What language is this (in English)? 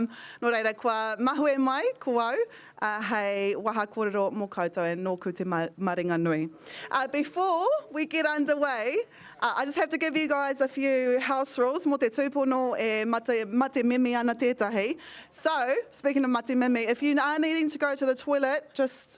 Māori